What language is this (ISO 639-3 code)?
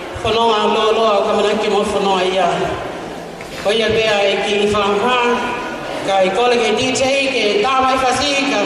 ton